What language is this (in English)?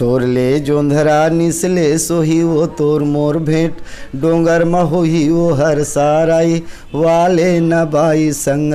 Chhattisgarhi